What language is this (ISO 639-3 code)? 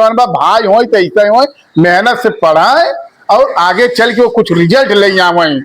awa